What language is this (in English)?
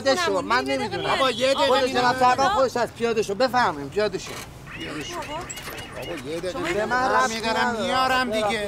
Persian